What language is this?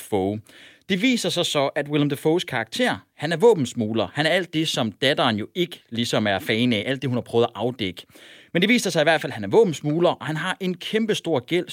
Danish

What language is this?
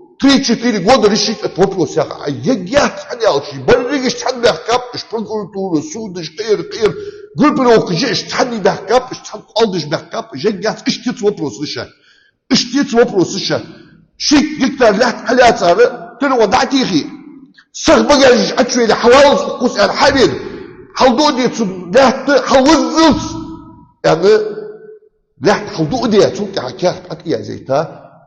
Ingush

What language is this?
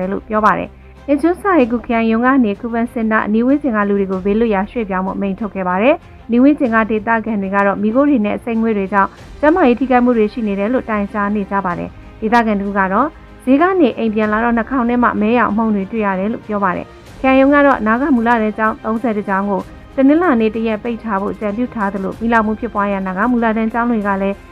Burmese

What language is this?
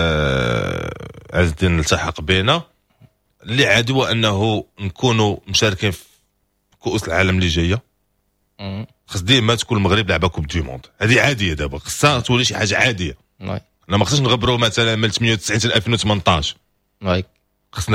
Moroccan Arabic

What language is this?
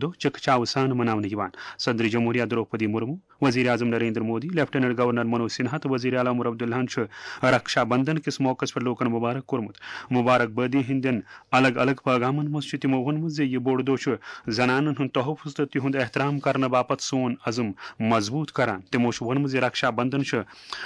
Kashmiri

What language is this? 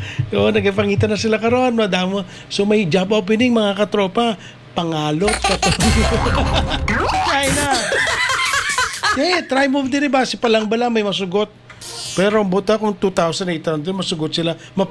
Hiligaynon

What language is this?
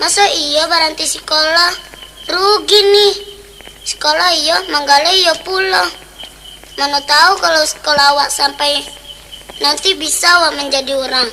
Minangkabau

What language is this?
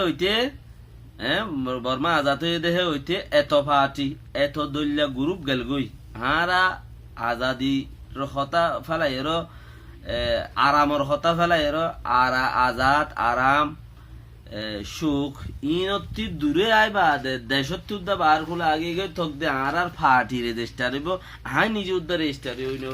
Rohingya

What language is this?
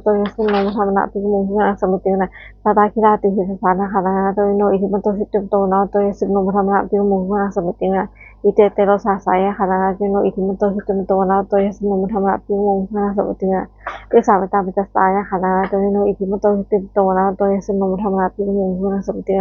Pali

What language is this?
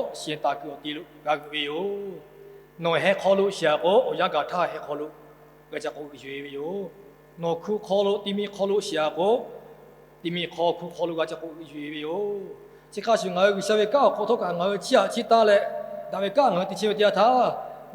Lahu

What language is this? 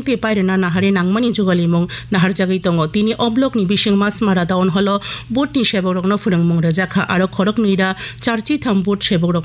Kok Borok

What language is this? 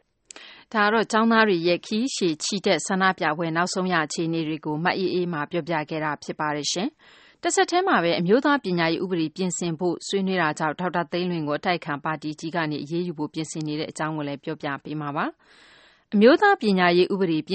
Burmese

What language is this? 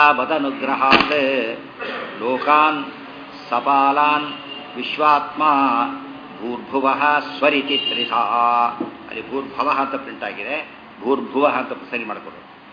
Kannada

